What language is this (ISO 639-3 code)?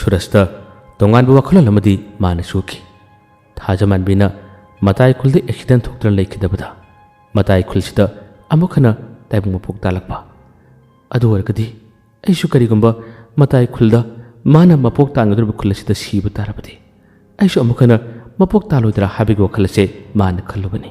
mni